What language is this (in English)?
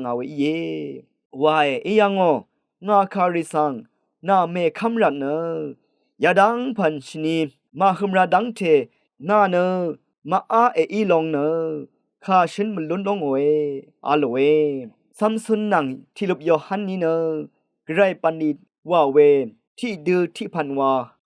Rawang